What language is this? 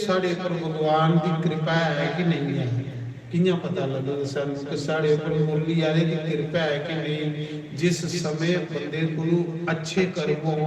Dogri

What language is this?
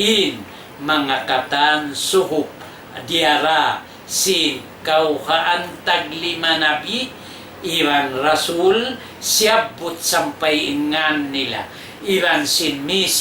Tausug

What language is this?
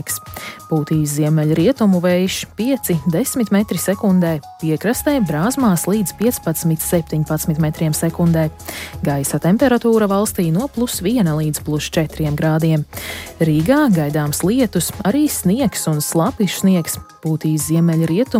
Latvian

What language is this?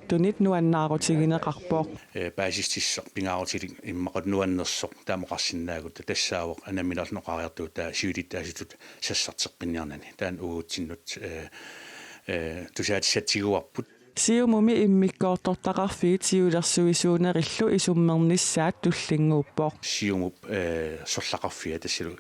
Kalaallisut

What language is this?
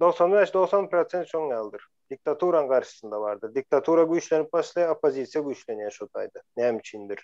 Turkmen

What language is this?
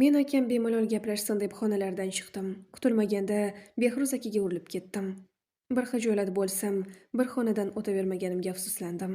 Uzbek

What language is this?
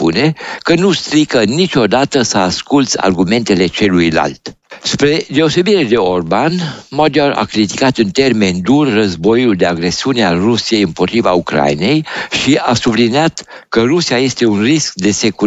Romanian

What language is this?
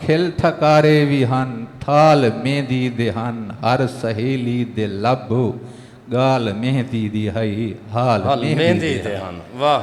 Saraiki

